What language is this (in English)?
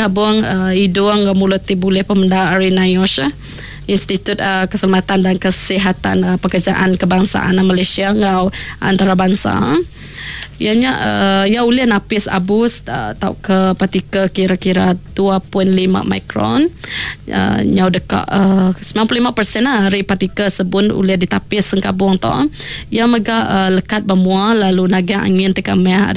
Iban